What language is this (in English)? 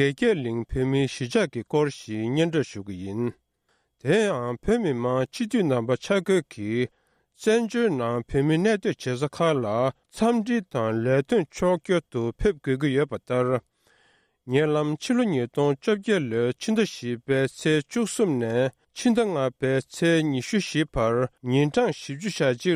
Tibetan